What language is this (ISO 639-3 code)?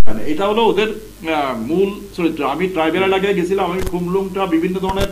ben